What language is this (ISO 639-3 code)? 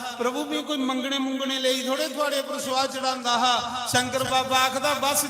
doi